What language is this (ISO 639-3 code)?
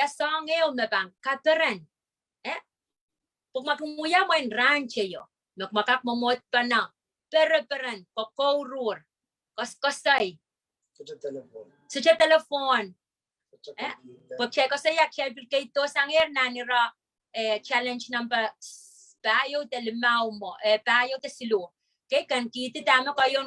pon